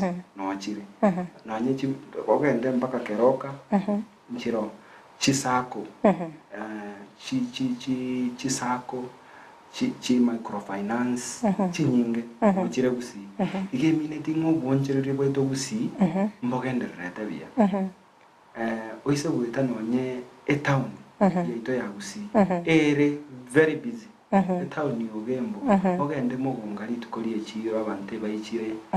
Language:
Gusii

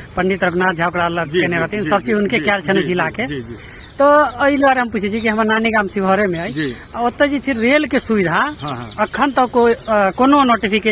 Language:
Maithili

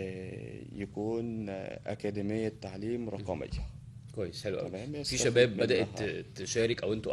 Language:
Egyptian Arabic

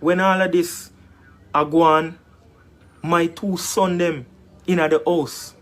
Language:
Jamaican Creole English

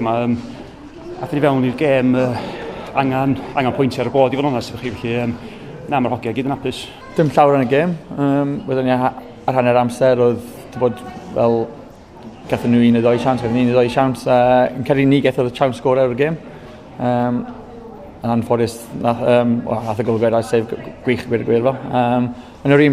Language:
Welsh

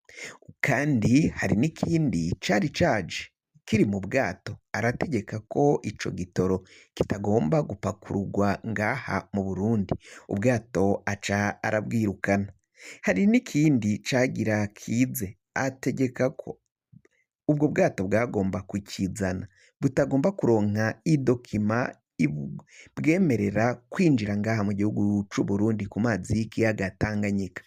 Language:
Rundi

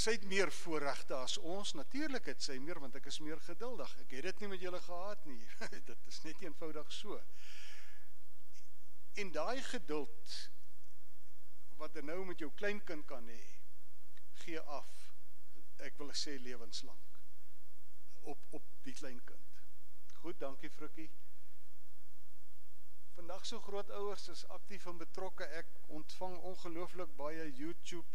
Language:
Afrikaans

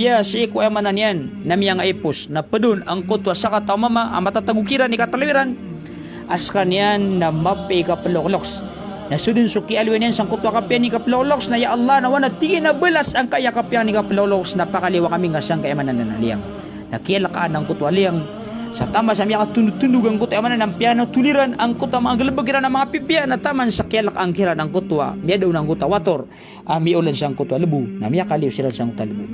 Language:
Maranao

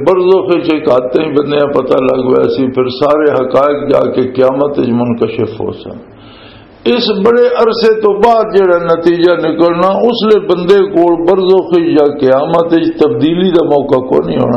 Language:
Western Panjabi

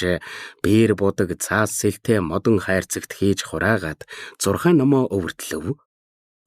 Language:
Mongolian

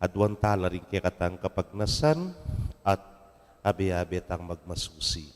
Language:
Pampanga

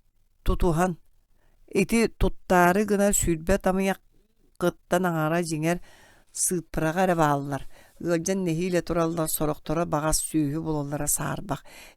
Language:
Yakut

